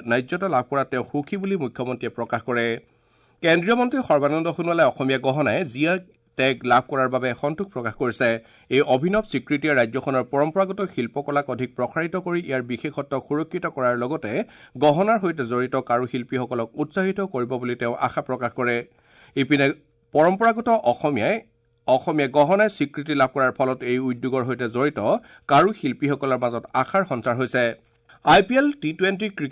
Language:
Assamese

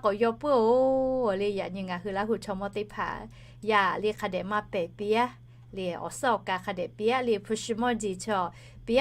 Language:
Lahu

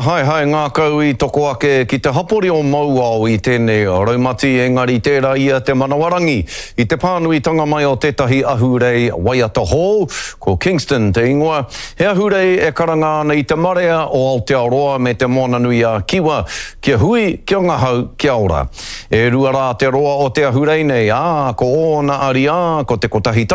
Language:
Māori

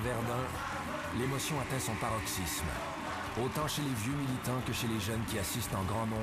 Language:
French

